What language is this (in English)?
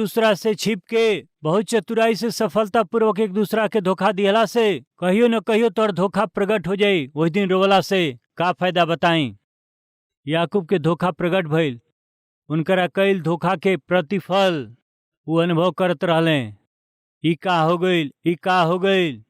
Bhojpuri